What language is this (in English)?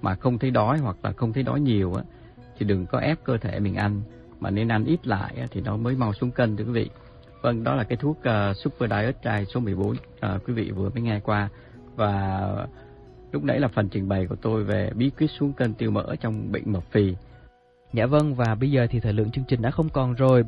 Vietnamese